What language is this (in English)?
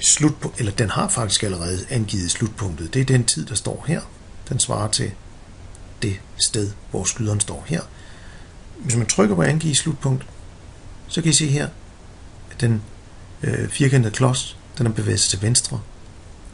Danish